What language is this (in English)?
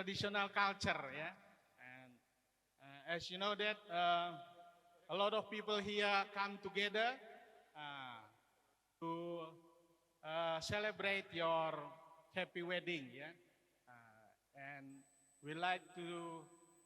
Batak Karo